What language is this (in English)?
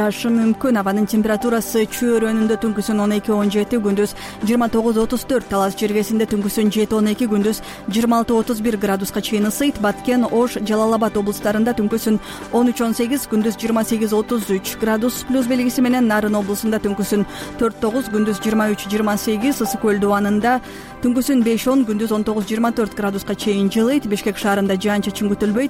Kyrgyz